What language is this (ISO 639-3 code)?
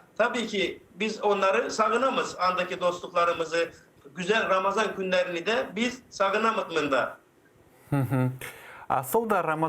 crh